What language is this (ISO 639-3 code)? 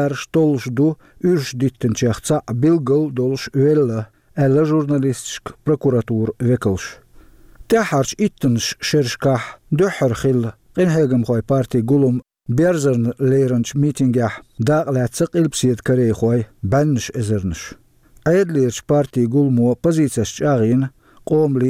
che